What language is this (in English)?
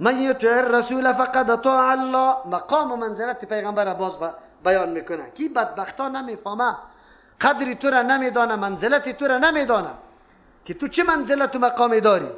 Persian